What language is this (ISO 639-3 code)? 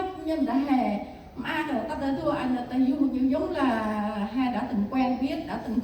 cmo